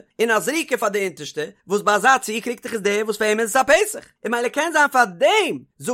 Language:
Yiddish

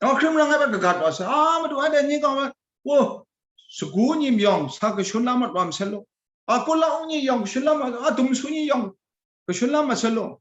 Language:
Kachin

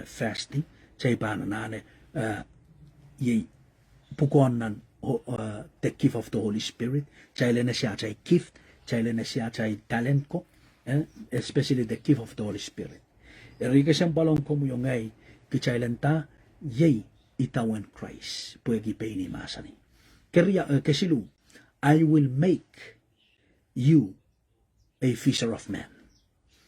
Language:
Pohnpeian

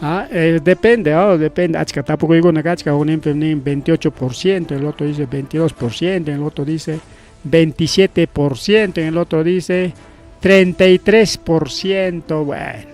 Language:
Ayacucho Quechua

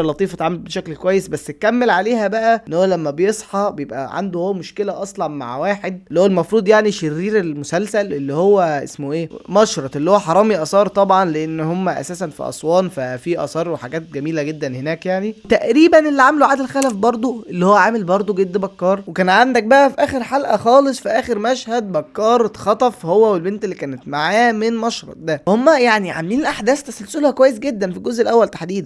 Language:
Egyptian Arabic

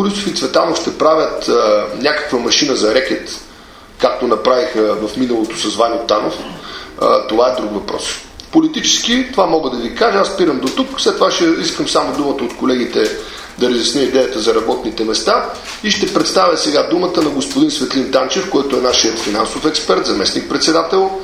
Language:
Bulgarian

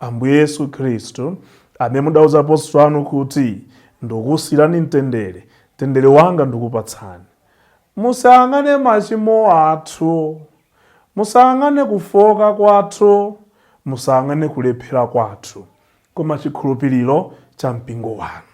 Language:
Nyanja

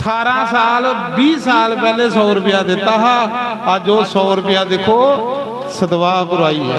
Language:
Dogri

